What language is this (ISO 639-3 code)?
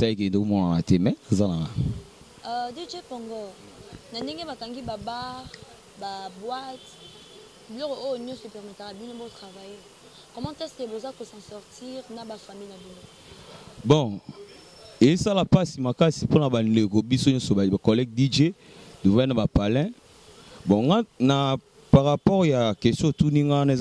lin